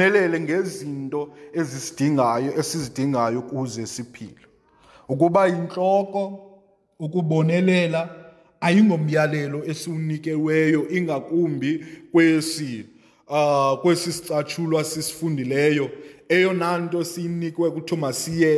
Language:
Xhosa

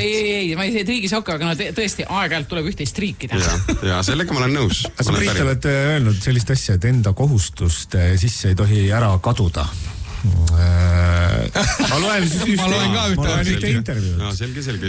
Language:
Estonian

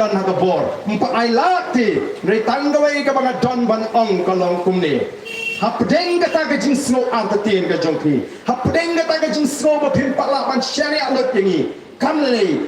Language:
Khasi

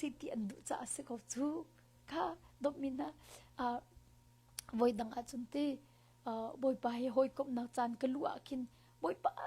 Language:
Hakha Chin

